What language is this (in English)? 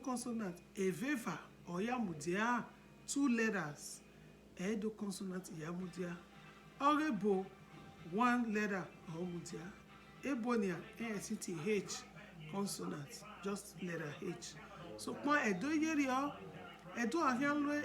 Bini